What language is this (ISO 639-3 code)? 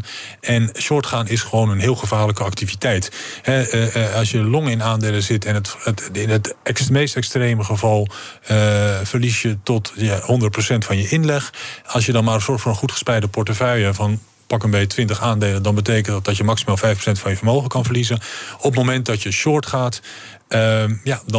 nld